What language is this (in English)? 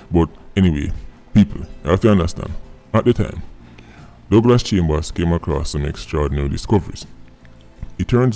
Jamaican Creole English